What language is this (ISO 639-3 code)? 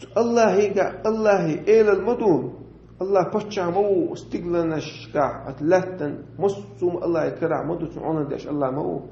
che